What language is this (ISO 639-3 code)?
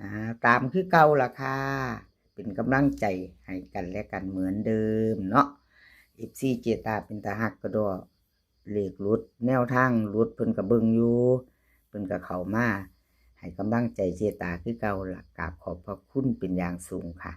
lao